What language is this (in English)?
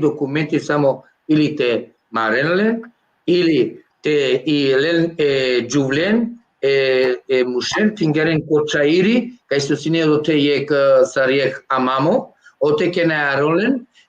Balkan Romani